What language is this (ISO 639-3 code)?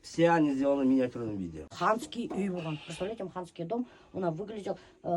bak